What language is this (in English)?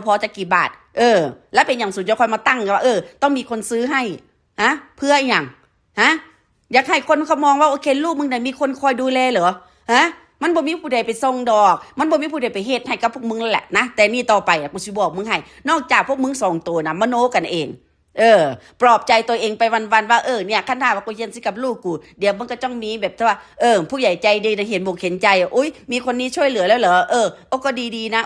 Northeastern Thai